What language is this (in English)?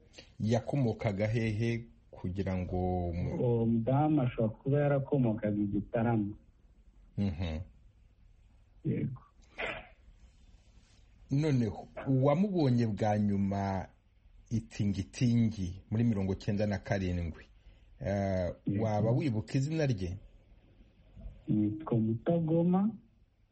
Kinyarwanda